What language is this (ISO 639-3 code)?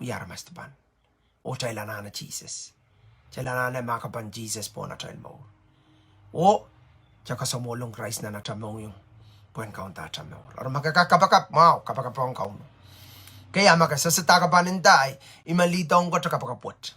pon